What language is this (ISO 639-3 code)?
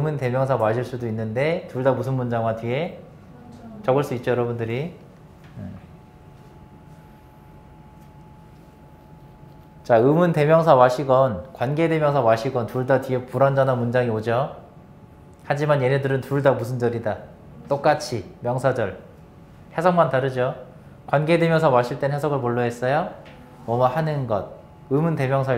kor